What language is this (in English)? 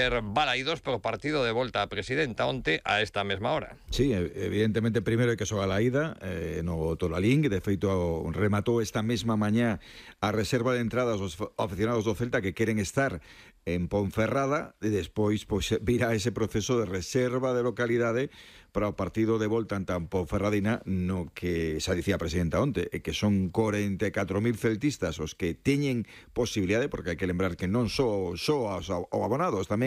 Galician